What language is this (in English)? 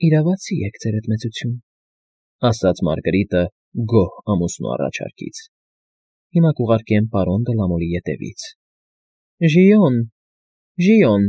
Armenian